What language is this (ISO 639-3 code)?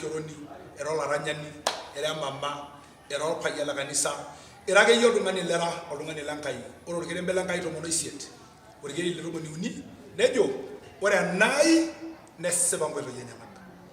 mas